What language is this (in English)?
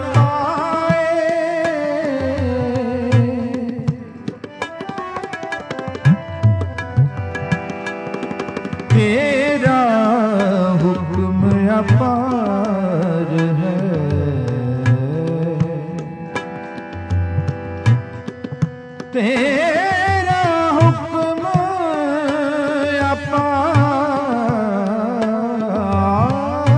Punjabi